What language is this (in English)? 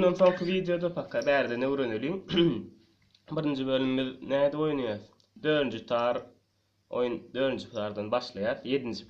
Turkmen